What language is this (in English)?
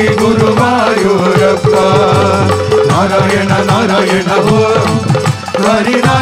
Malayalam